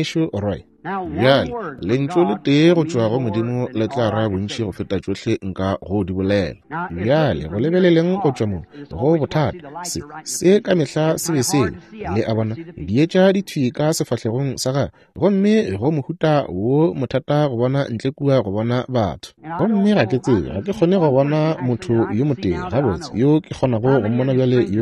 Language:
Northern Sotho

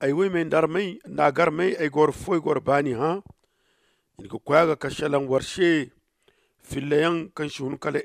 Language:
Zarma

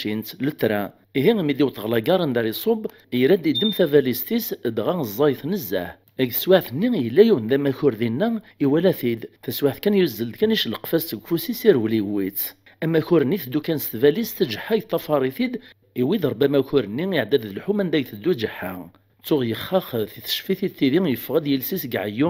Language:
Kabyle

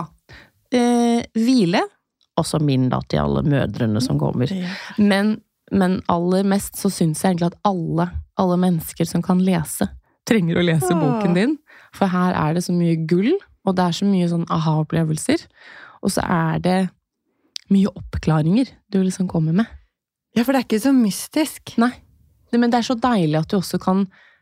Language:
Norwegian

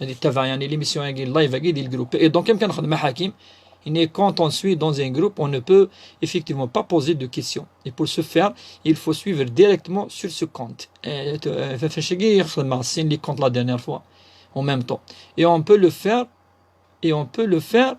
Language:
Kabyle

